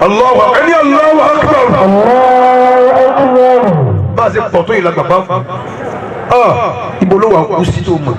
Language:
Yoruba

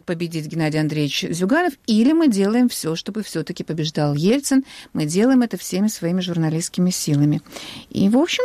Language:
Russian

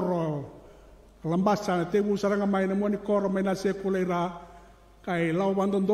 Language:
Fijian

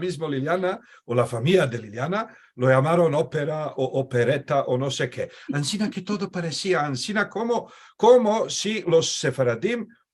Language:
Ladino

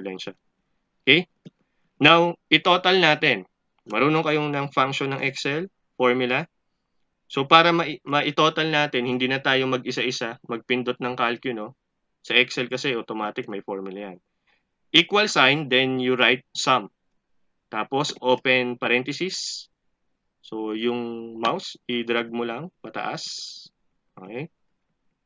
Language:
Filipino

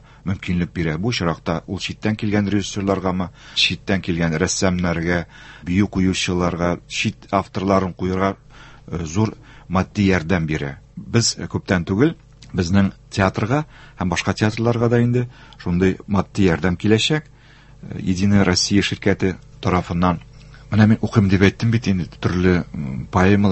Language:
Tatar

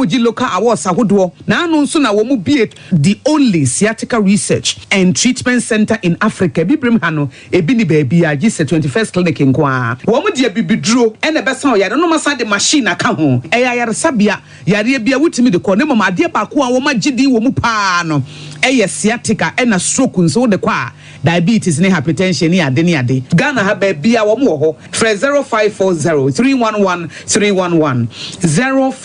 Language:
Akan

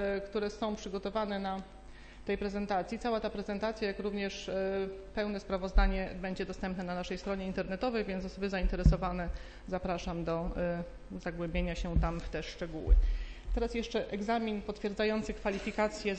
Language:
Polish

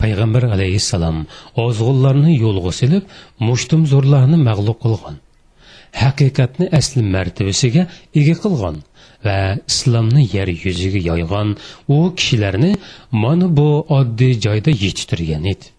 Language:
Uyghur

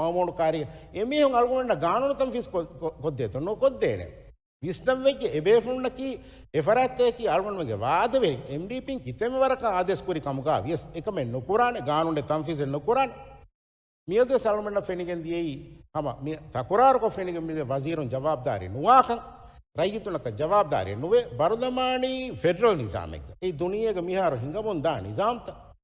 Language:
Divehi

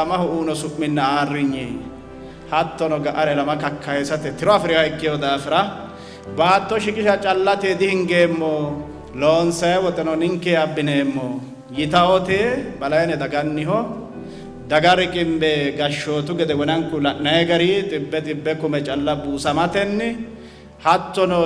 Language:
Sidamo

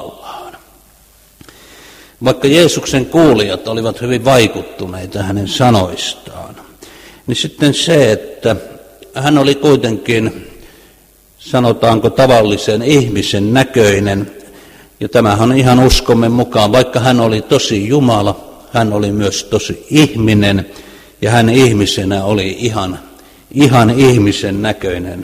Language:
Finnish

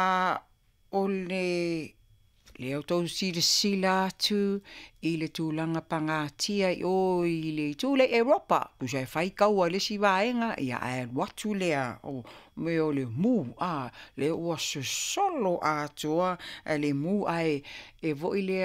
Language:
Samoan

